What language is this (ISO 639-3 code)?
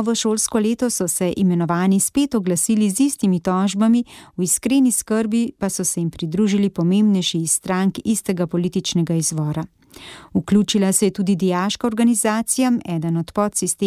slv